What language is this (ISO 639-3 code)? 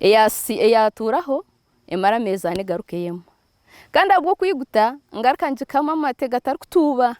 nyn